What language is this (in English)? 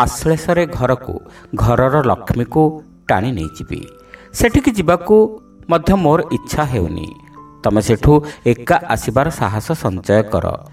Odia